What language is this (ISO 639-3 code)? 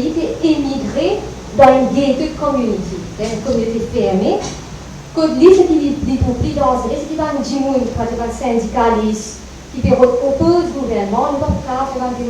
mfe